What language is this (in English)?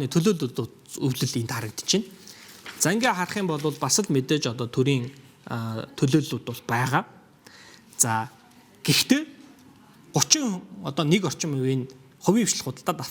Mongolian